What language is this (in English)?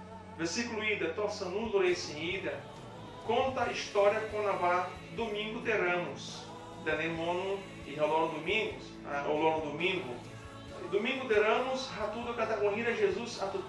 Tetum